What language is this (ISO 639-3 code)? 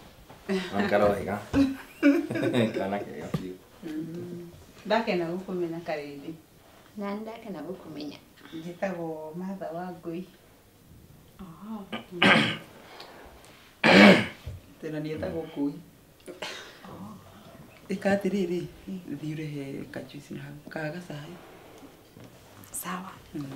kik